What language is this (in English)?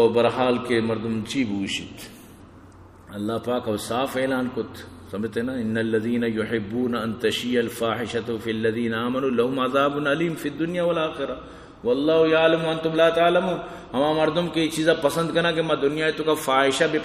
Eastern Balochi